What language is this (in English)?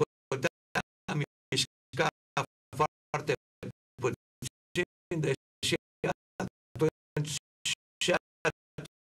Romanian